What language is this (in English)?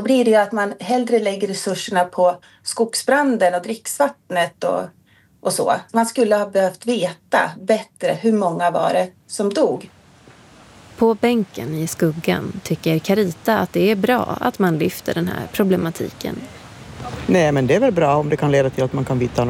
Swedish